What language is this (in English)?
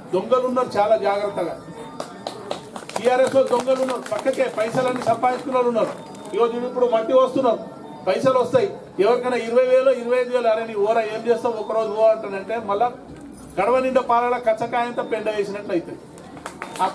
Telugu